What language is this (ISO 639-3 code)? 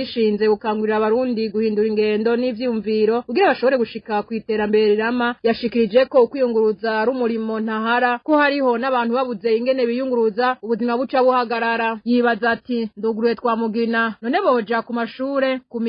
run